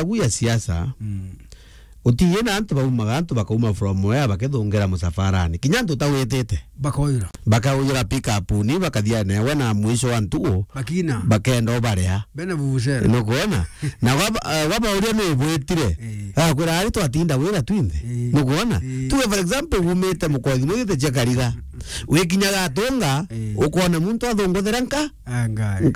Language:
Meru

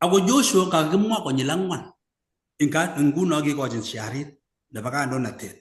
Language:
Kalenjin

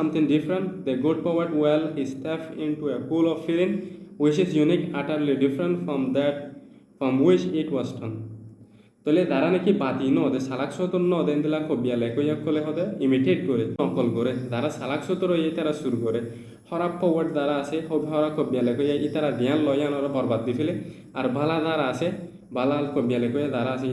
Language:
Rohingya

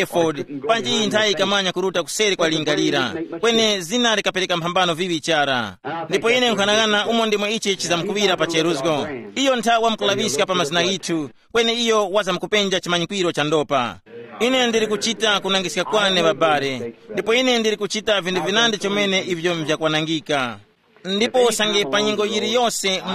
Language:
Tumbuka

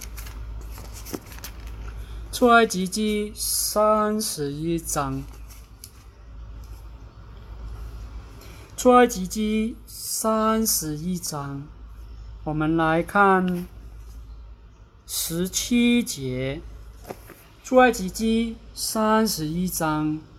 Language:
Chinese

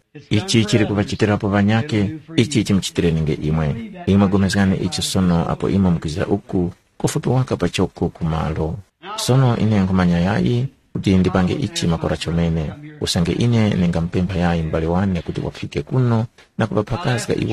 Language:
Tumbuka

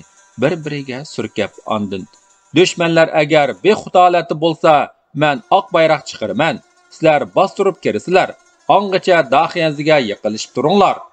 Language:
Uyghur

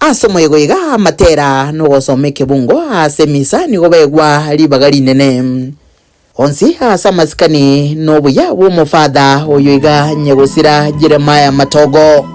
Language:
Gusii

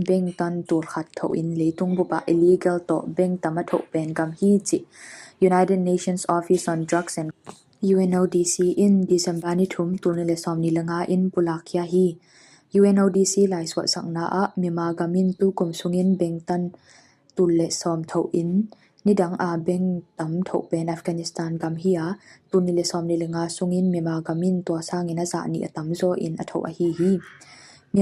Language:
Tedim Chin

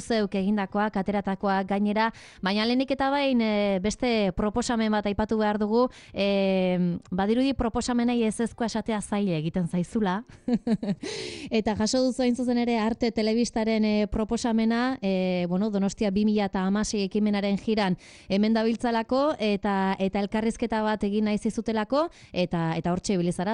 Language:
Basque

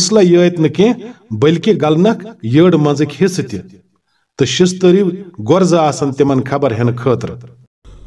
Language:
Kashmiri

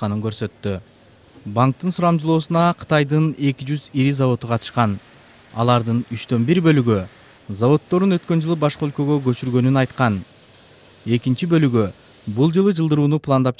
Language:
Kyrgyz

